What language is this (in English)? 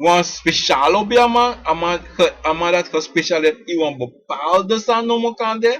Sranan Tongo